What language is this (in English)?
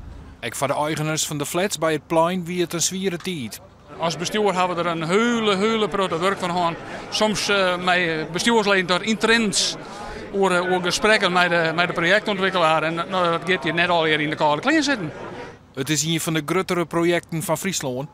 Western Frisian